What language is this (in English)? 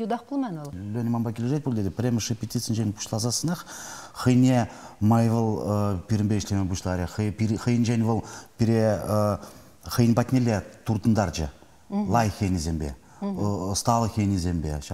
Chuvash